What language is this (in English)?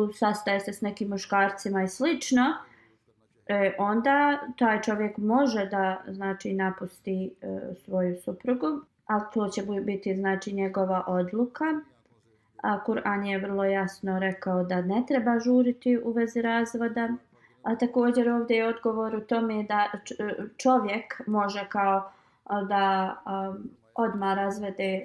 Bosnian